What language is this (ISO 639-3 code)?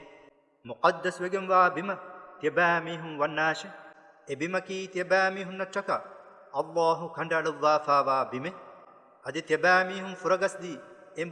div